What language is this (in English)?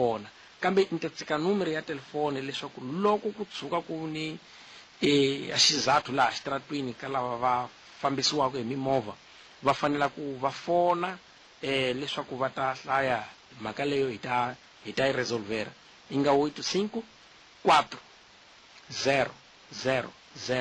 Tsonga